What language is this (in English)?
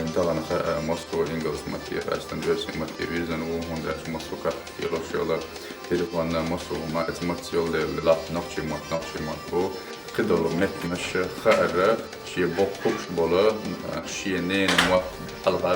Chechen